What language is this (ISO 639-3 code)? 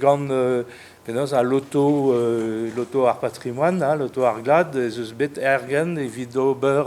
bre